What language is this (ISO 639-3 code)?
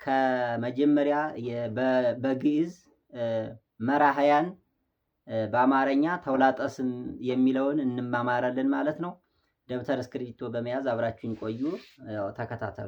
amh